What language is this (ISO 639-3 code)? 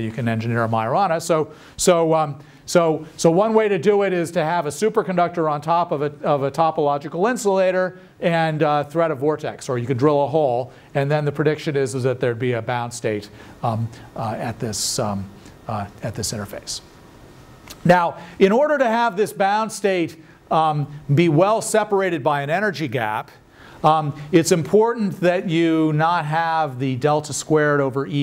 eng